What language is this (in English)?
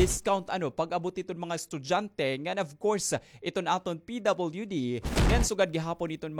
Waray